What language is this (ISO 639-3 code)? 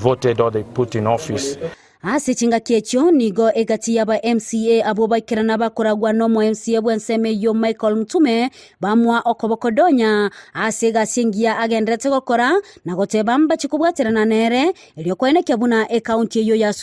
guz